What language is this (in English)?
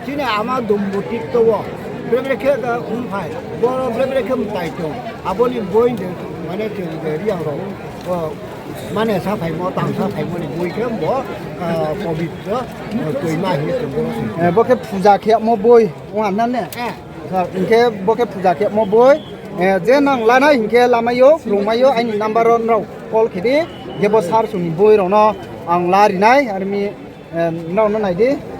Riang (India)